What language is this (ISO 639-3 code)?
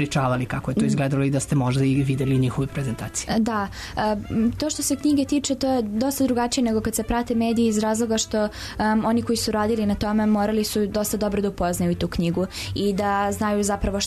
srp